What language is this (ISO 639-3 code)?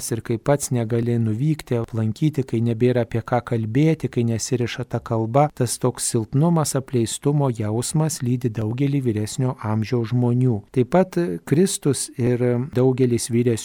lit